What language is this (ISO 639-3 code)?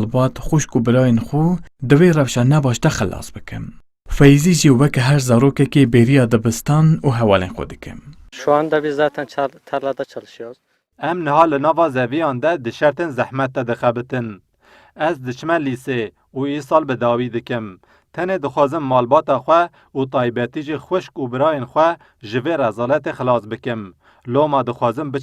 kur